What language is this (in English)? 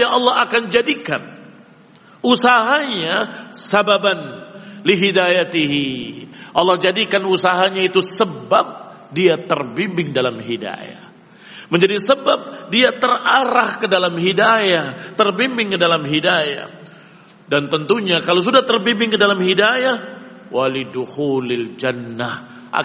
Indonesian